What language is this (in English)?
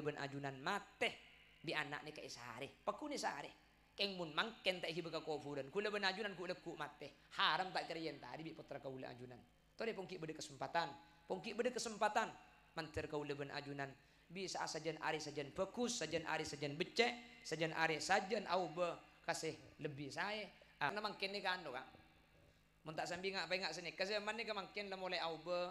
Madurese